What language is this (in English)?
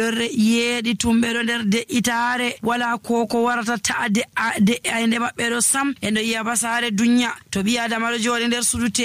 Nigerian Fulfulde